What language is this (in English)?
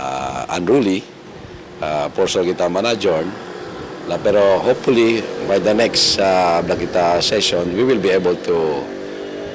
Chavacano